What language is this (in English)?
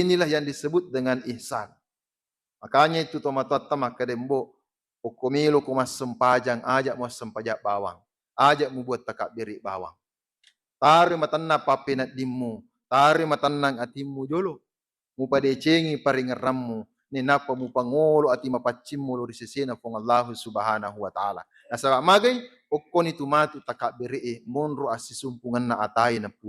Buginese